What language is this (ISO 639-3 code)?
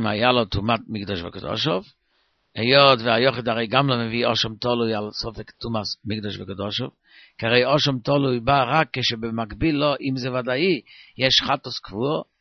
heb